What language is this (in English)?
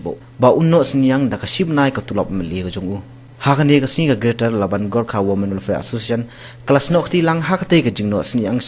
Khasi